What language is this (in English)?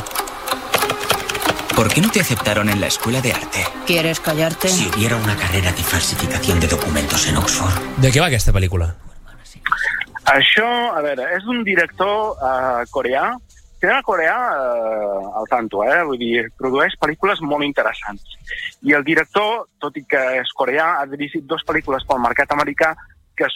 Catalan